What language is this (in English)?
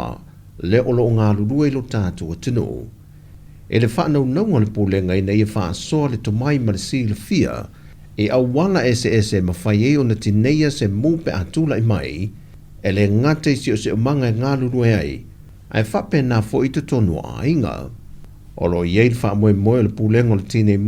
Samoan